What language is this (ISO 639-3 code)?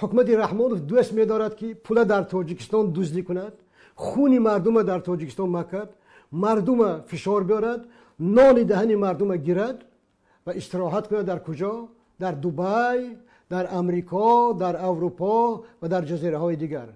tgk